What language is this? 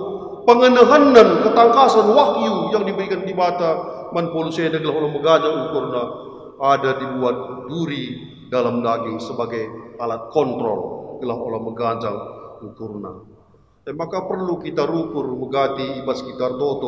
Batak Karo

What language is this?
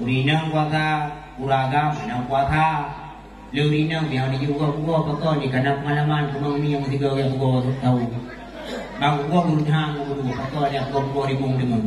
Achinese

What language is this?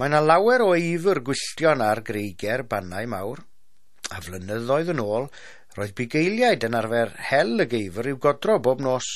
Welsh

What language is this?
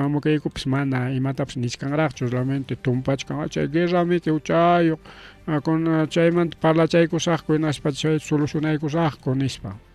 Ayacucho Quechua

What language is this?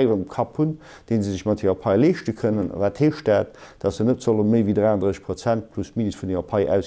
Luxembourgish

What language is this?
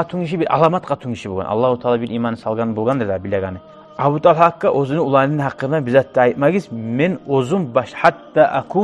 Kumyk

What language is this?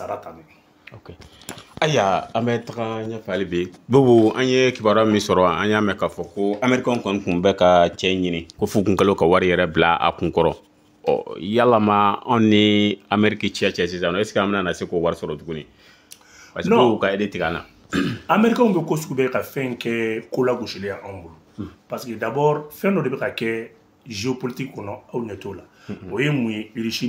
Bambara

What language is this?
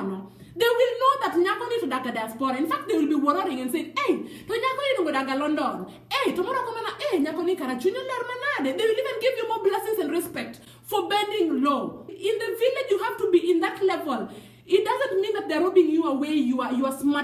Luo (Kenya and Tanzania)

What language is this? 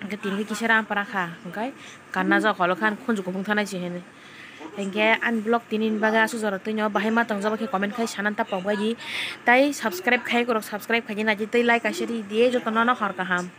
Kok Borok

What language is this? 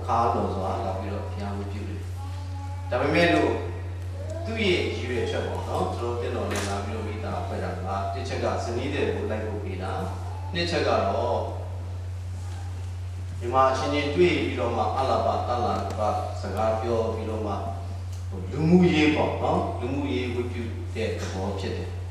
Burmese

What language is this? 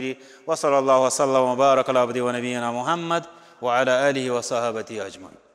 Kashmiri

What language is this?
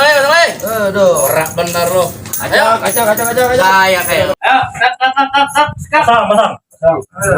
Betawi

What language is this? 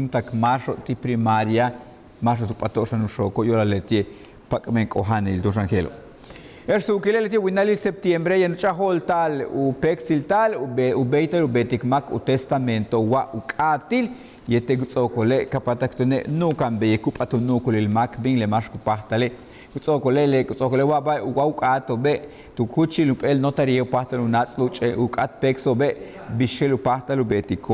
Yucateco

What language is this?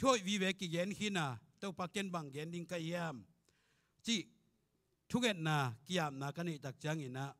Tedim Chin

